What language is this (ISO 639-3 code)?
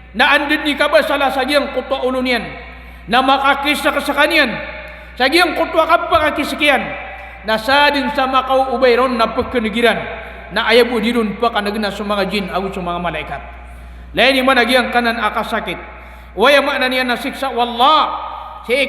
mrw